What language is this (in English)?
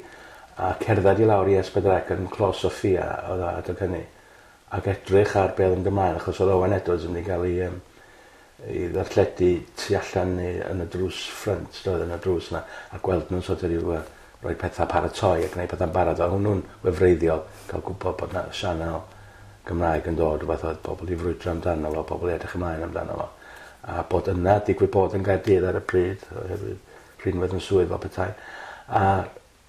Welsh